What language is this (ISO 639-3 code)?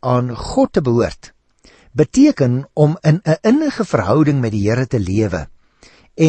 afr